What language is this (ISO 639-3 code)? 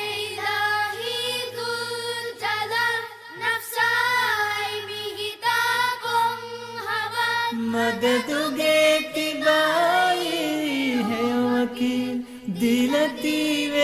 div